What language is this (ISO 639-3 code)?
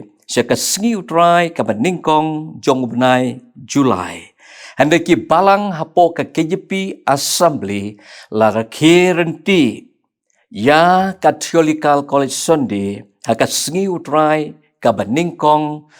kha